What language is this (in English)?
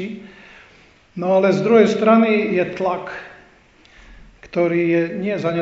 Slovak